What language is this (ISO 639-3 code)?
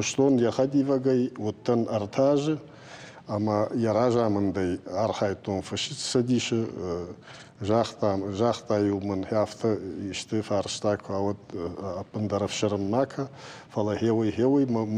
oss